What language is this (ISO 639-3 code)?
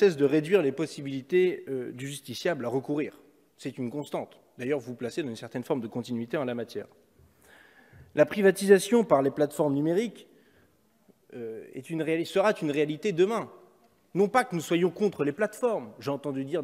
fra